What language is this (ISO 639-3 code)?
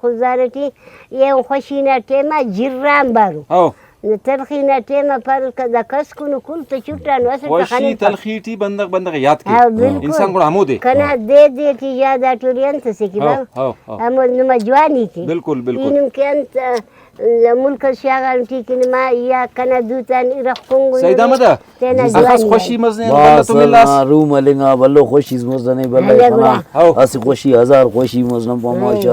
brh